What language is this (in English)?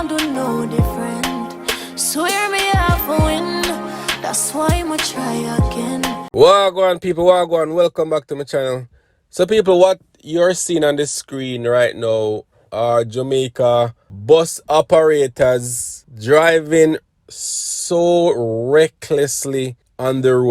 Jamaican Creole English